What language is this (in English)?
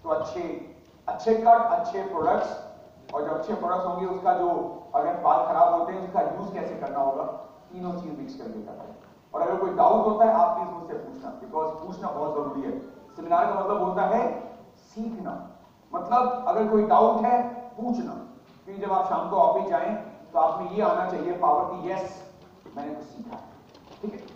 Hindi